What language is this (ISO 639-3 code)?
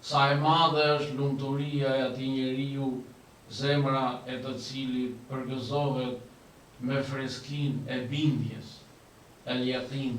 sqi